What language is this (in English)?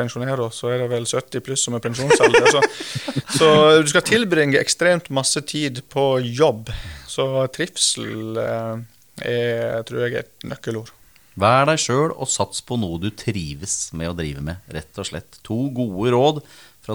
Norwegian